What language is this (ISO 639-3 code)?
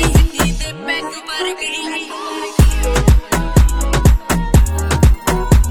pan